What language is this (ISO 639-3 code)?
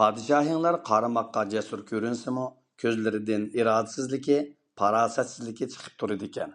uig